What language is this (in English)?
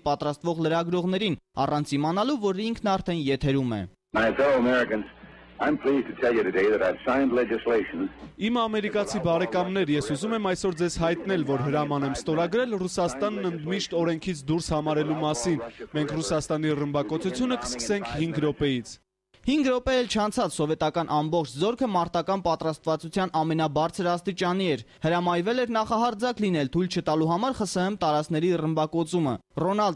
Armenian